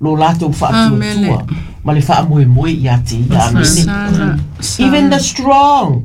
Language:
Samoan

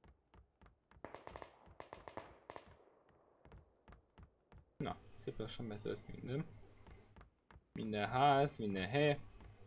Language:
Hungarian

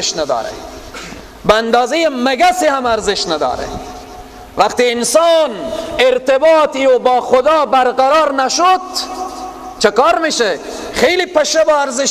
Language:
Persian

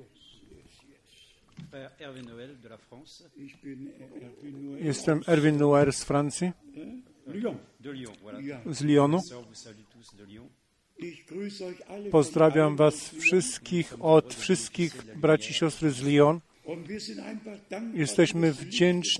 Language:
Polish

